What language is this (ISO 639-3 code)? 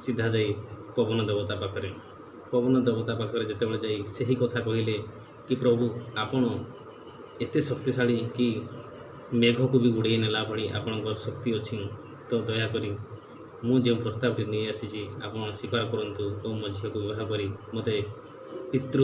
ori